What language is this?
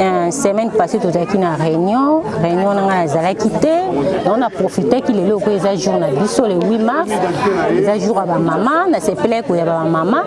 Lingala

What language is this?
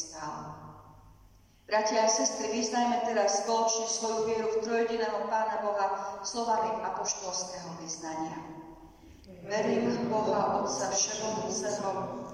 Slovak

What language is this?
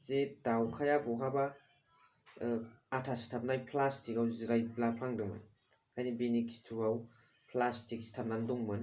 Bodo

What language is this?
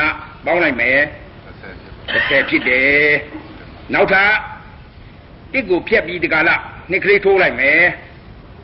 Burmese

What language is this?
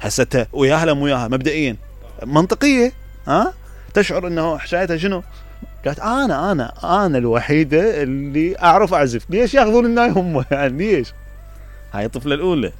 Mesopotamian Arabic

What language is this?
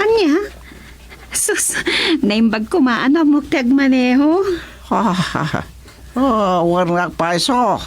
Iloko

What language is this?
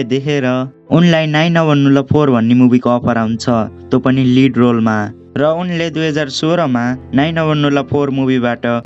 Nepali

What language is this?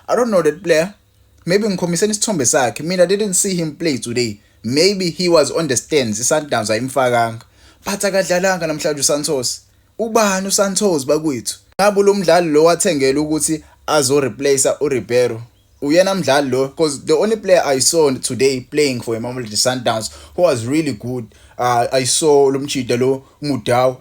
Zulu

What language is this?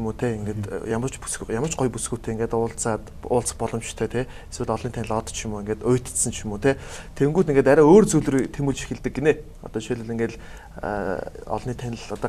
Mongolian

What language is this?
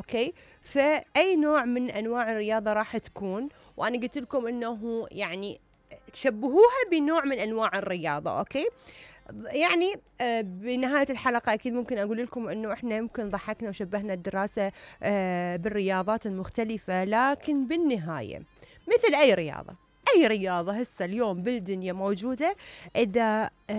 Mesopotamian Arabic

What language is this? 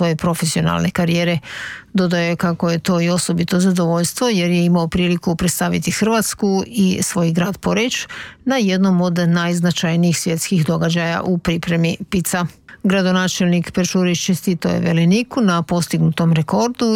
Croatian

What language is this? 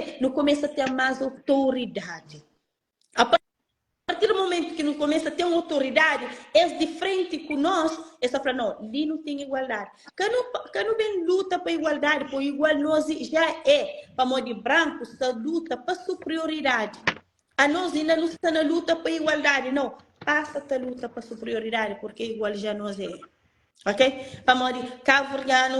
Kabuverdianu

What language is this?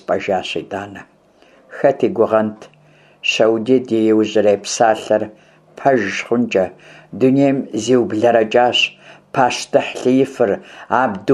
Kabardian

